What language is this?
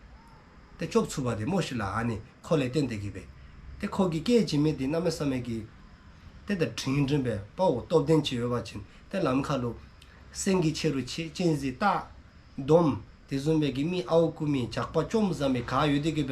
Dzongkha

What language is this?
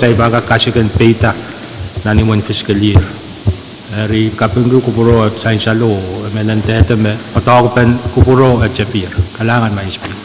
Pohnpeian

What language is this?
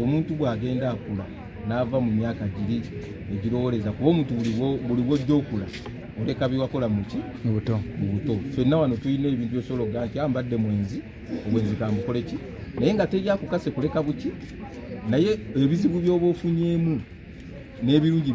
Ganda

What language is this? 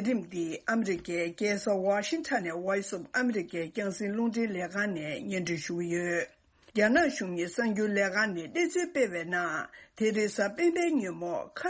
Tibetan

